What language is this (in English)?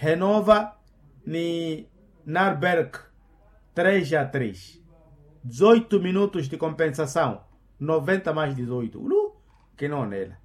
Makhuwa